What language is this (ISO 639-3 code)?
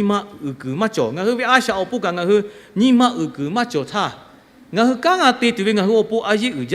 lhu